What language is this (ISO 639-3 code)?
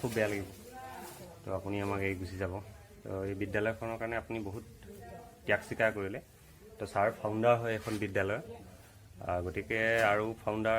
asm